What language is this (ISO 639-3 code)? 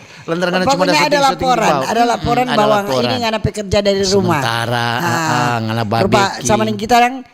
xmm